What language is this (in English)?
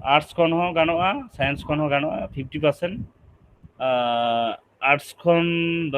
Santali